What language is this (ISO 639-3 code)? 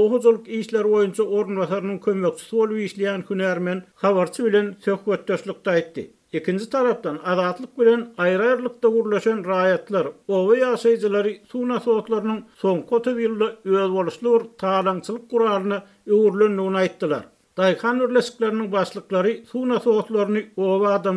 tuk